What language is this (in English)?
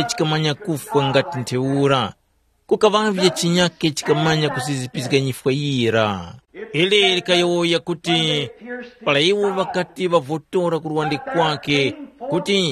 Tumbuka